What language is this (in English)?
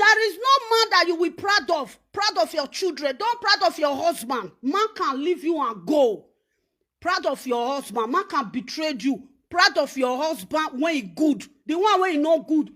Nigerian Pidgin